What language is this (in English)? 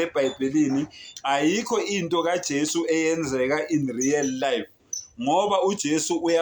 Zulu